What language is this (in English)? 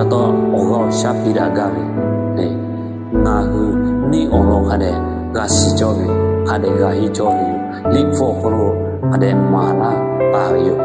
Lahu